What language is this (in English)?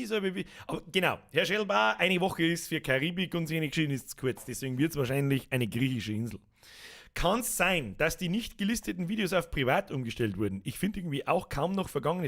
Bavarian